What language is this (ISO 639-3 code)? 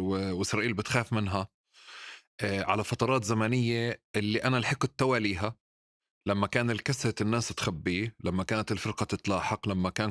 apc